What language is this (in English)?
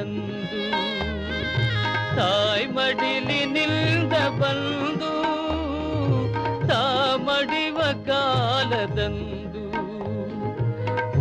Kannada